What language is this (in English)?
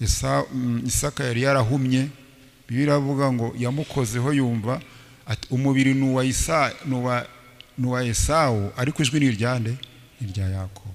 Kinyarwanda